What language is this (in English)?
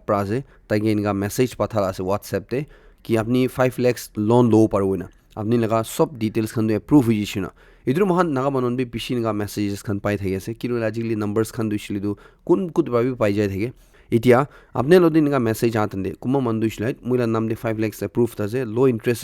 Naga Pidgin